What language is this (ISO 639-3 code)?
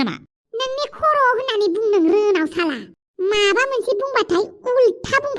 brx